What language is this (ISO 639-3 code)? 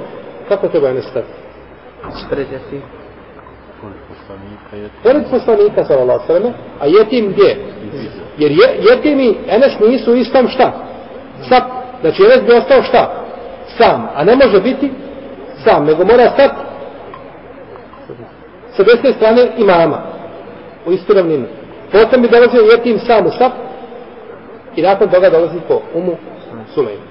bos